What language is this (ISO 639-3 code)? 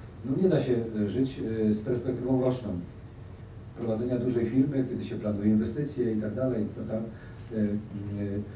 pol